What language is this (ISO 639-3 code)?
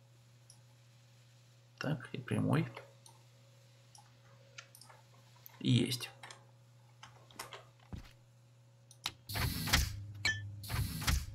rus